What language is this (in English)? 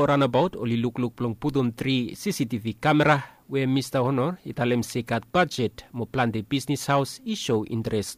Bislama